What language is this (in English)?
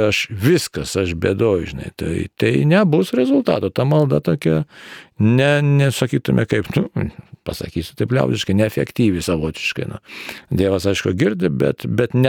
Lithuanian